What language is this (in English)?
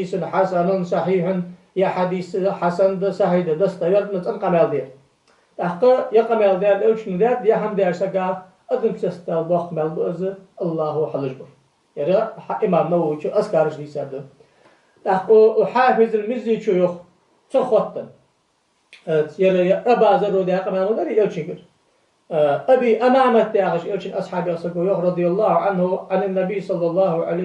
Ingush